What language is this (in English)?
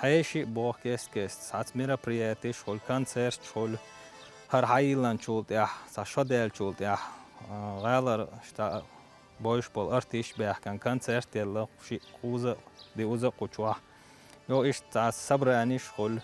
Chechen